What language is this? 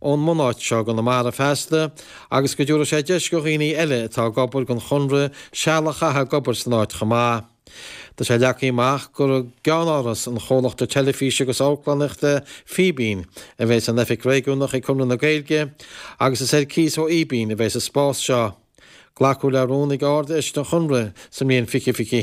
Irish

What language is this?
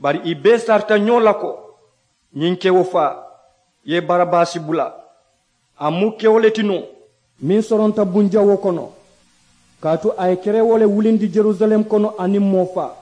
Mandingo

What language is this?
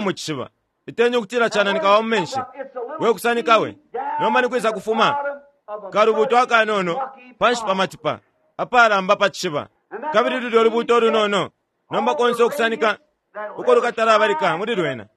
Bemba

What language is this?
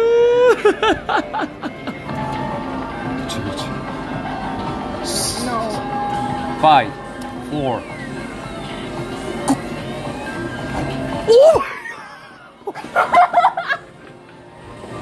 Korean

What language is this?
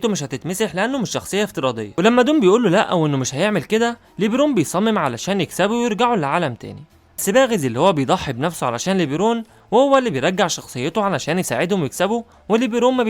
Egyptian Arabic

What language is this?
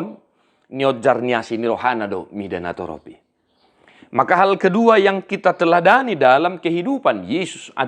Batak Toba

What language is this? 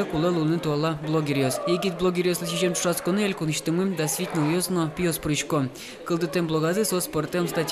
Udmurt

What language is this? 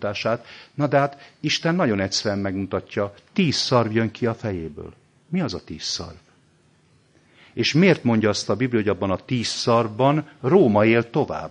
Hungarian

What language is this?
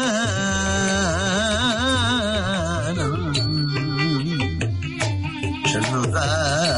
Tamil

